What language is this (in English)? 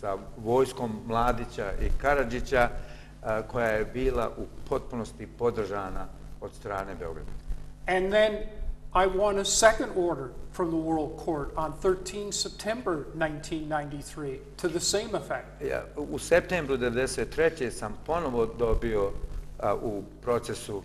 Bosnian